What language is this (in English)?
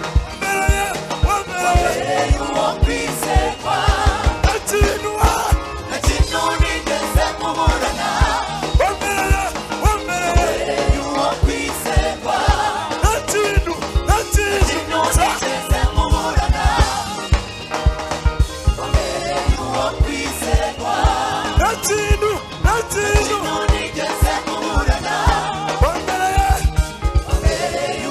Kinyarwanda